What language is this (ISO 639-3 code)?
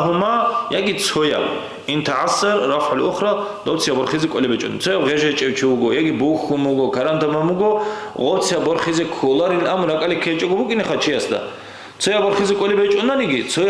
ava